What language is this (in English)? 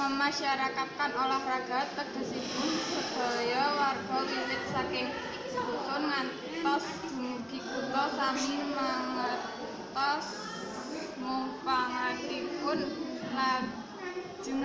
Javanese